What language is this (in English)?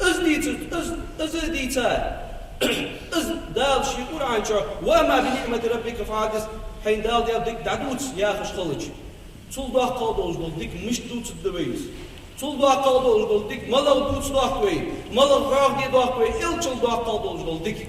Ingush